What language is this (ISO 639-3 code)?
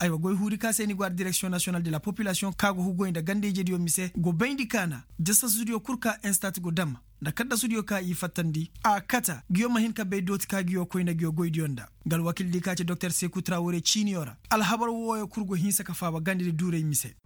ses